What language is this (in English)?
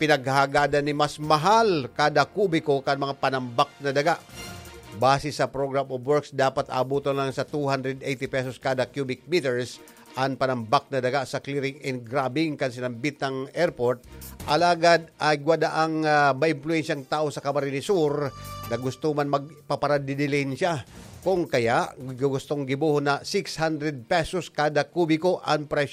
Bikol